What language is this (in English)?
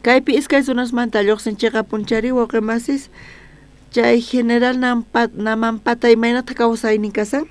South Bolivian Quechua